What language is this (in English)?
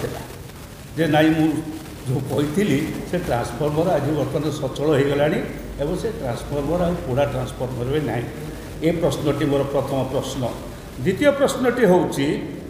Odia